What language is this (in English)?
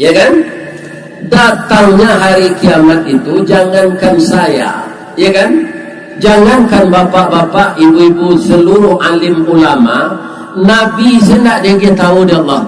Minangkabau